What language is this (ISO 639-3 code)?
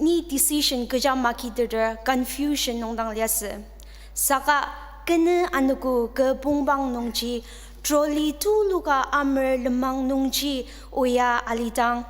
njo